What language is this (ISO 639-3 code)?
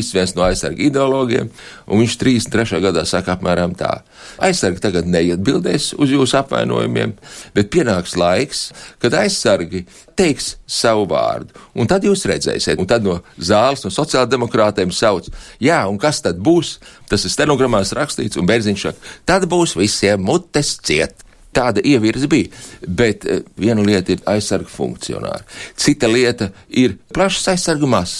lav